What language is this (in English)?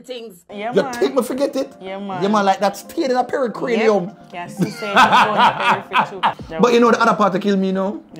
Jamaican Creole English